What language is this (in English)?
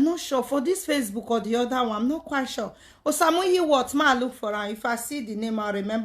Nigerian Pidgin